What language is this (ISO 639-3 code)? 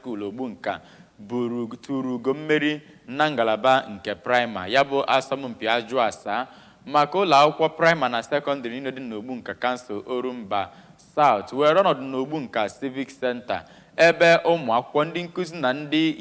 ibo